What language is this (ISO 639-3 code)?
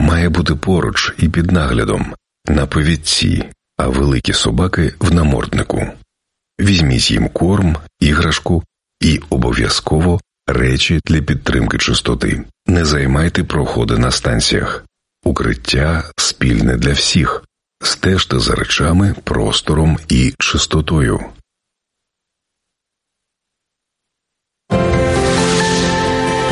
ukr